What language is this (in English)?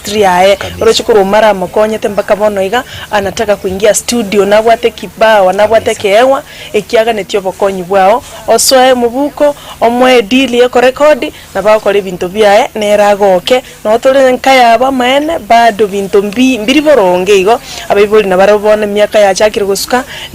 Gusii